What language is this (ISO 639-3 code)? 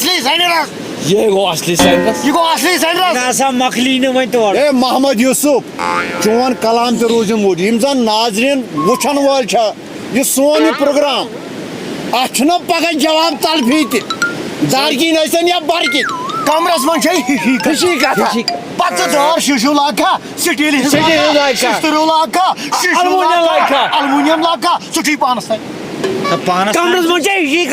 kas